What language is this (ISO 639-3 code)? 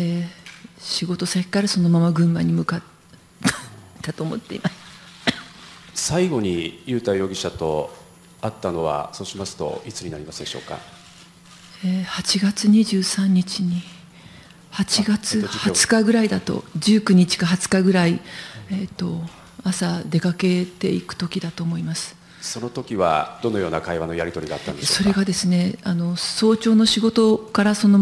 jpn